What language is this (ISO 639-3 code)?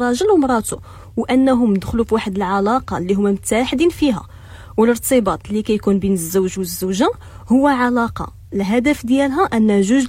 ary